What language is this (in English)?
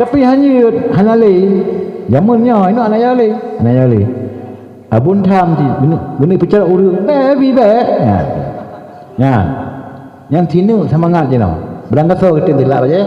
Achinese